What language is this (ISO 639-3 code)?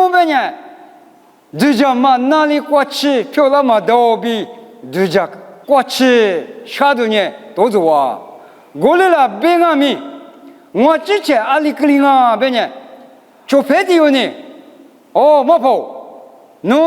lis